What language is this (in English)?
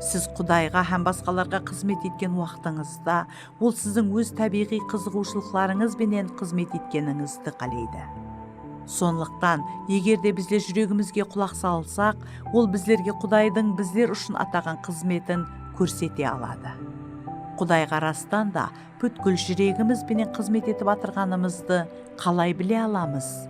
Kara-Kalpak